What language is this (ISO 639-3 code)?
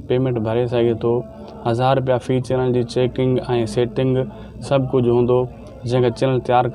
snd